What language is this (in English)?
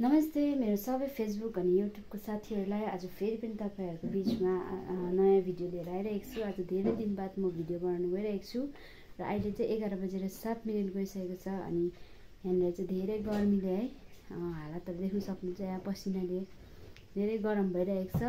Nepali